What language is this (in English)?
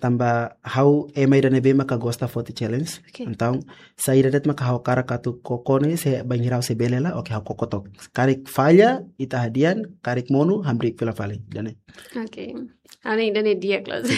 Tetum